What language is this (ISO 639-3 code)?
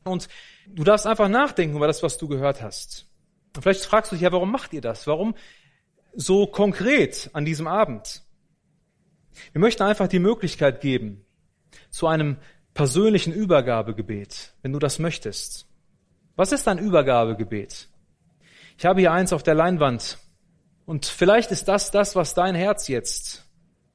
deu